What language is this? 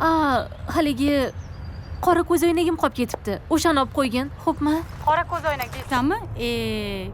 Kara-Kalpak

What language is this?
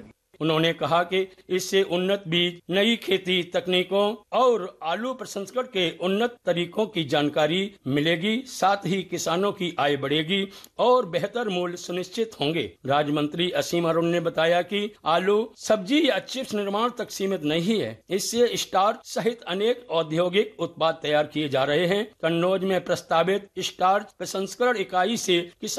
Hindi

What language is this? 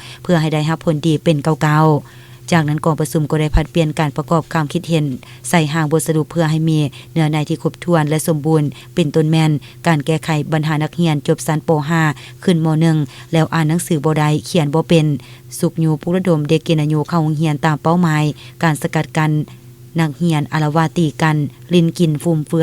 Lao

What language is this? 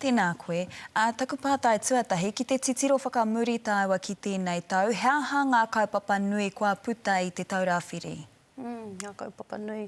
Māori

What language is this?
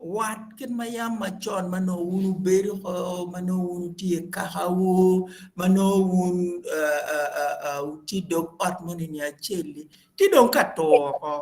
Acoli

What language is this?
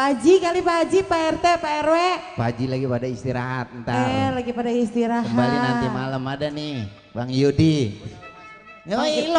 Betawi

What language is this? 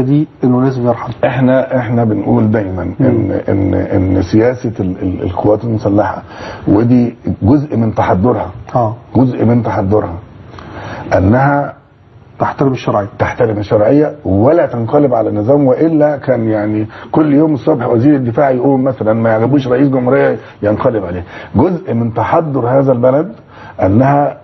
Egyptian Arabic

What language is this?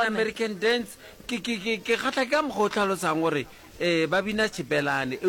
Northern Sotho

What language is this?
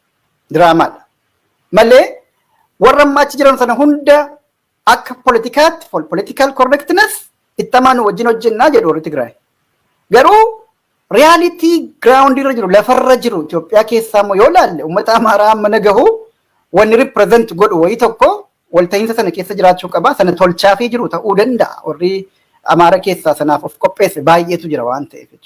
Oromo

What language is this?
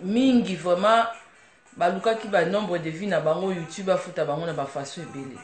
Lingala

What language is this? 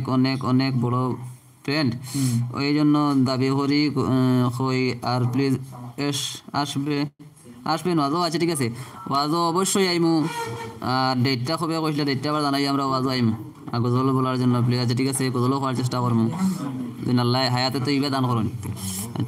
Sylheti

